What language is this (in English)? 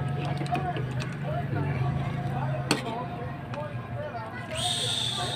Filipino